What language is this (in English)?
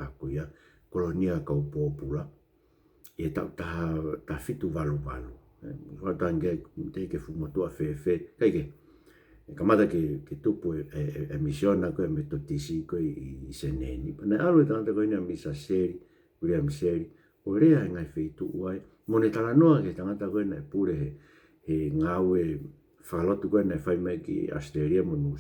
Tongan